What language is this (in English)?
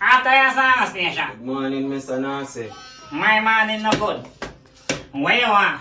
Jamaican Creole English